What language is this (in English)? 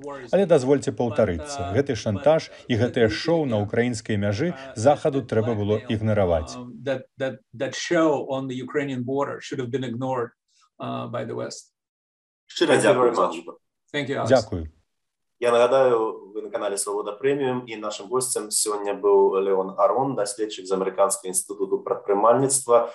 Belarusian